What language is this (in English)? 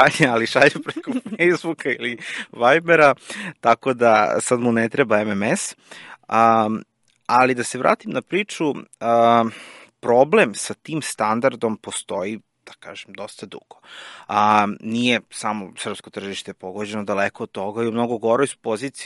Serbian